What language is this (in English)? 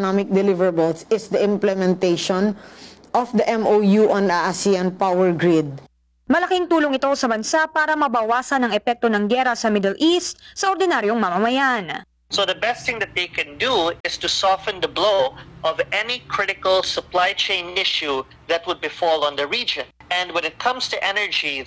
Filipino